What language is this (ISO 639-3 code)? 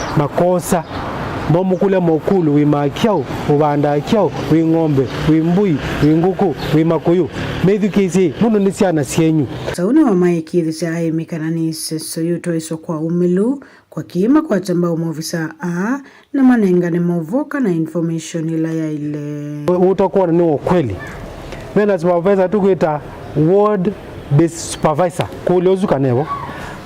kam